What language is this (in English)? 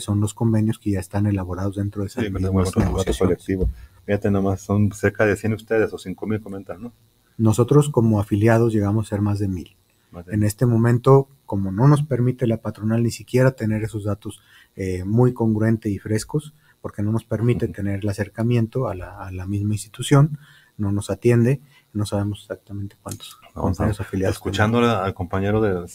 Spanish